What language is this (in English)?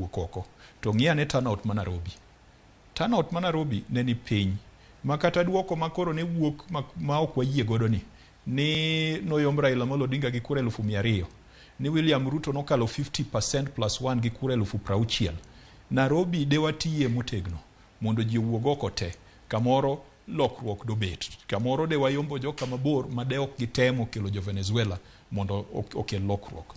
Luo (Kenya and Tanzania)